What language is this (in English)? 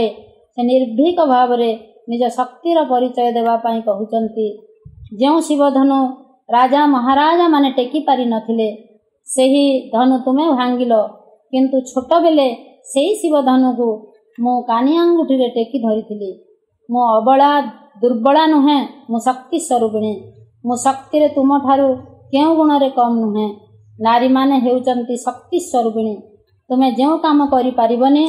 Odia